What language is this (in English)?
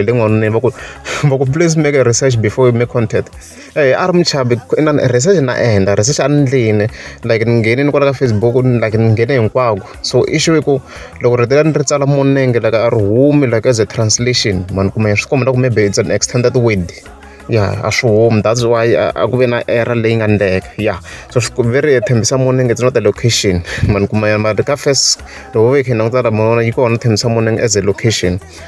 Tsonga